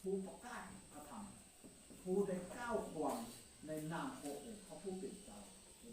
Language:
Lao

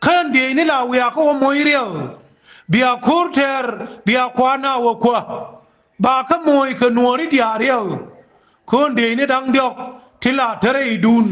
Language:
Nuer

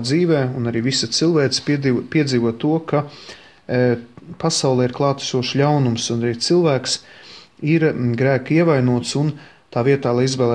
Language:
Latvian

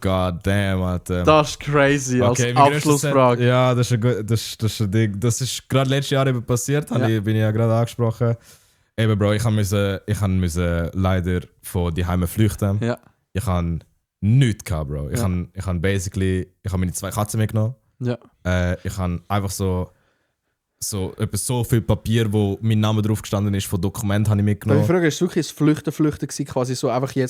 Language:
Swiss German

